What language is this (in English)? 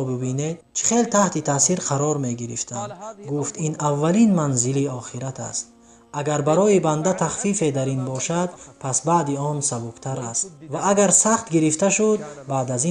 Tajik